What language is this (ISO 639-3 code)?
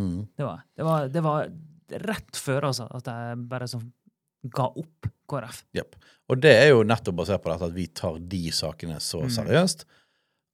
nor